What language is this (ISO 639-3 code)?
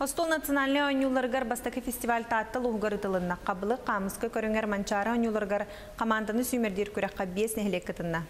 sah